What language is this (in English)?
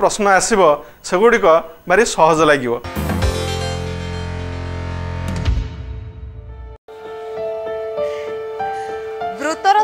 Odia